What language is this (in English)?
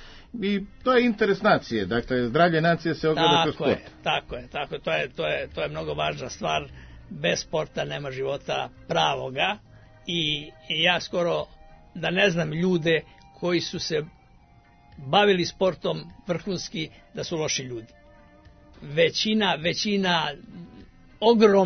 Serbian